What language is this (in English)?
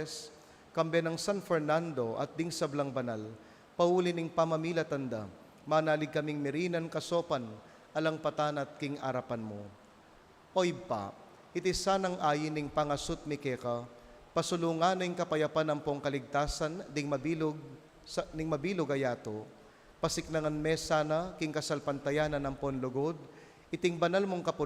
Pampanga